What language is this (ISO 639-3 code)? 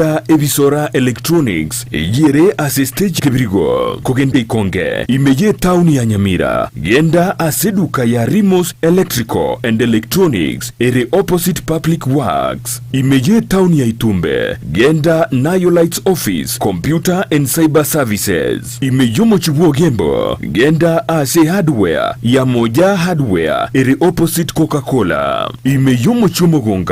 guz